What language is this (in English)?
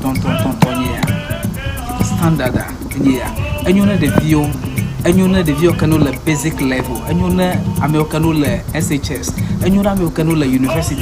Ewe